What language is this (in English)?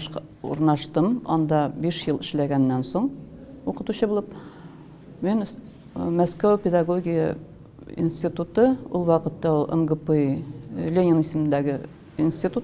Tatar